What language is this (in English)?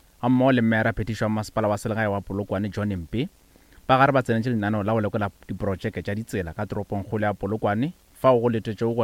Northern Sotho